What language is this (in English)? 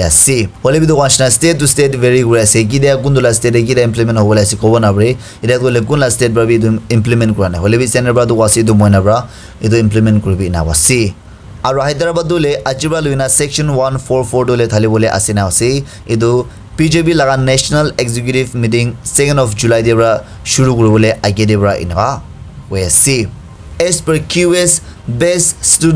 Naga Pidgin